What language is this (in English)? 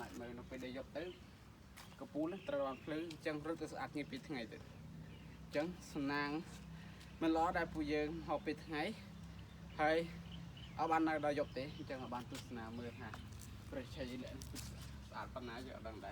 Khmer